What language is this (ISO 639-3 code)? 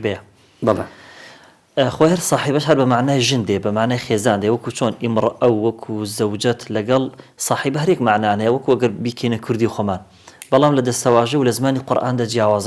ckb